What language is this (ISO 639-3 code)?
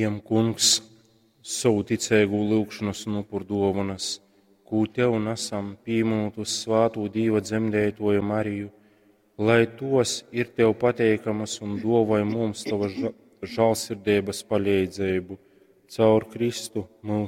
ltg